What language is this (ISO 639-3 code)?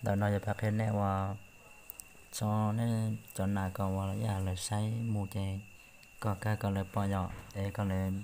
hmn